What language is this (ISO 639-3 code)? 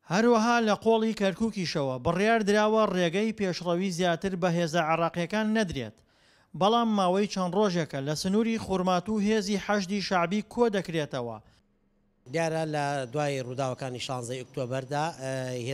ckb